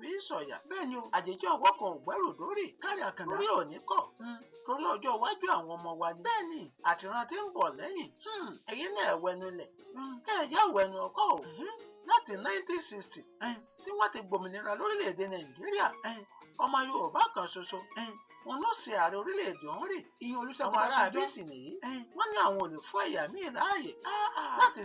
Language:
Yoruba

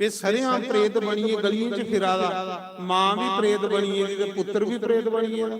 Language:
Dogri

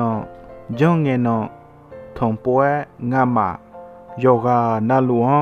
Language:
Akha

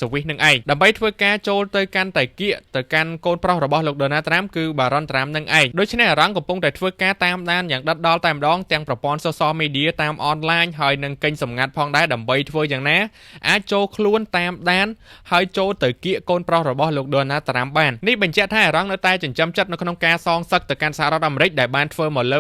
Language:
Khmer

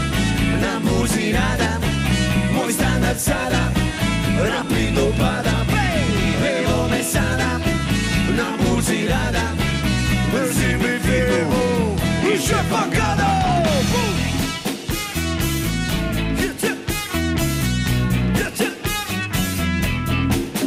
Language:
Croatian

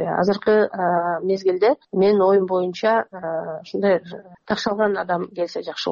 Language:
Kyrgyz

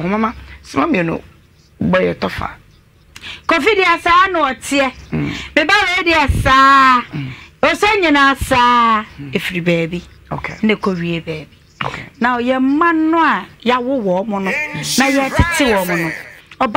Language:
Akan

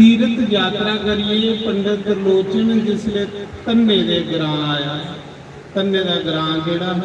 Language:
Dogri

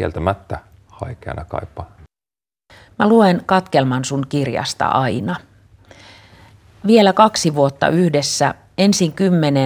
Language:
Finnish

